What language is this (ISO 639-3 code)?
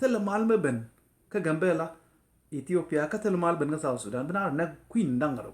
nus